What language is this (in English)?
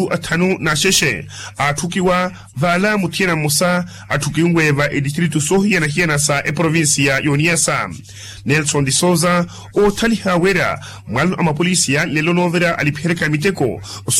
Makhuwa